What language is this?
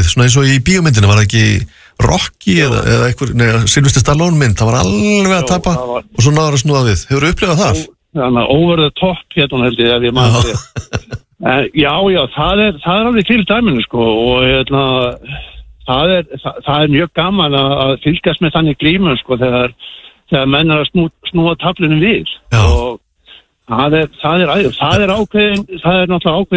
Icelandic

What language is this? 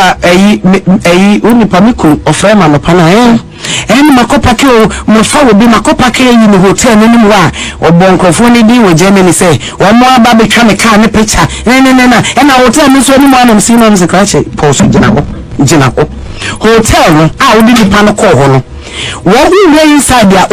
Akan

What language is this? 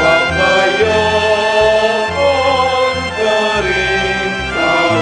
Pampanga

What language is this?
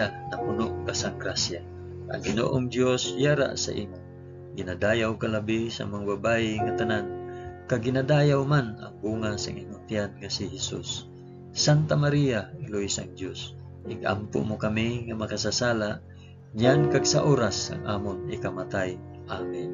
Hiligaynon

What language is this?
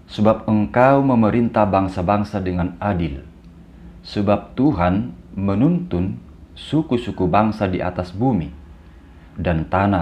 Batak Toba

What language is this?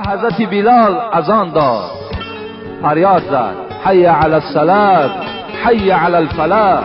Tajik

